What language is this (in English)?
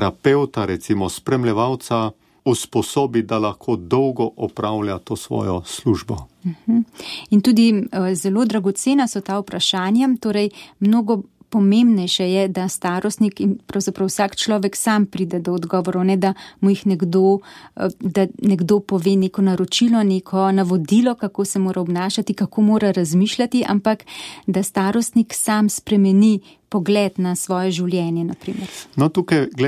Slovenian